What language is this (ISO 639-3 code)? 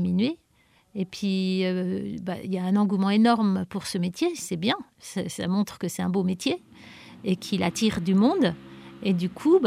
fra